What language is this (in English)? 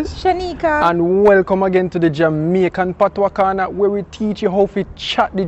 Jamaican Creole English